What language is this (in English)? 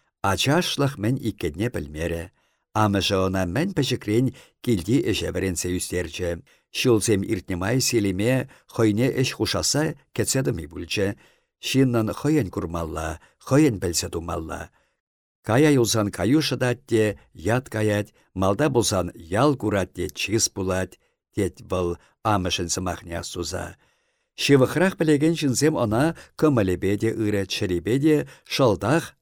Chuvash